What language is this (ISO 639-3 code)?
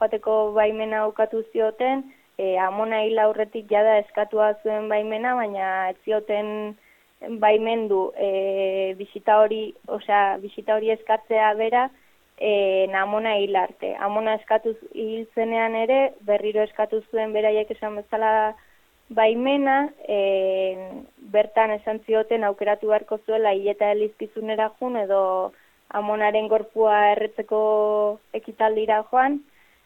eus